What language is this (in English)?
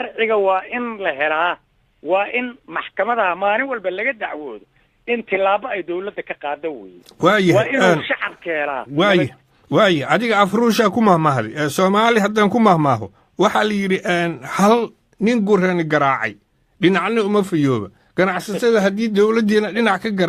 Somali